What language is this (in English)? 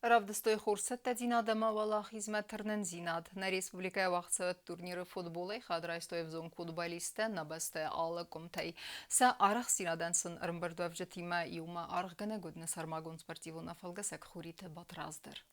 Ossetic